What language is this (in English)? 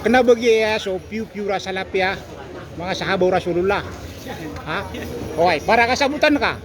Maranao